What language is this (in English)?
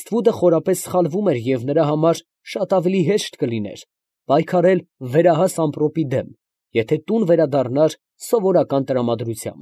Armenian